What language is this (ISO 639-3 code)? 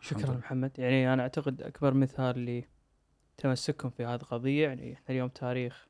afb